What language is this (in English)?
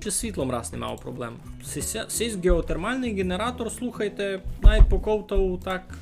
Rusyn